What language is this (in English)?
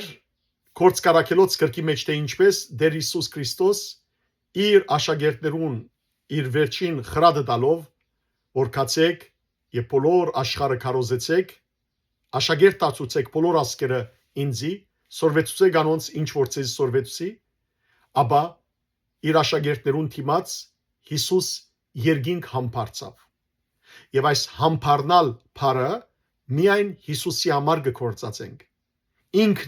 Western Armenian